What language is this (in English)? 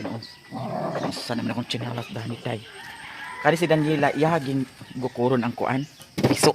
Cebuano